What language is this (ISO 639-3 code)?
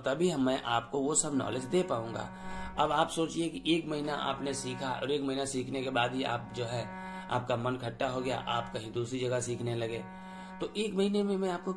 hin